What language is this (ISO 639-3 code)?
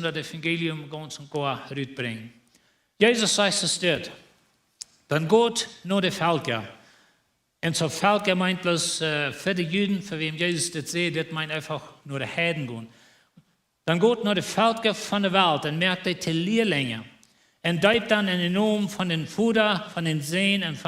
pdt